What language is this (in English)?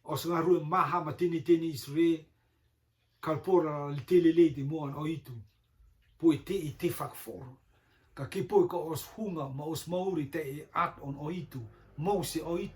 Rotuman